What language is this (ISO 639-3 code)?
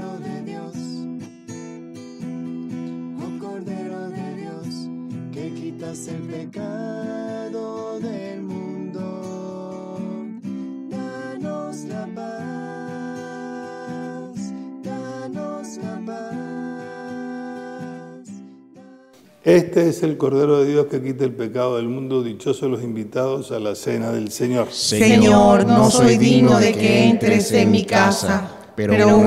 spa